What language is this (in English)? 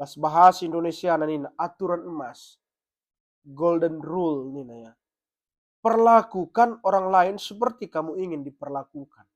Batak Karo